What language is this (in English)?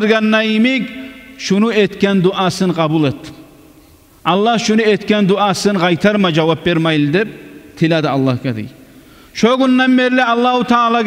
Kumyk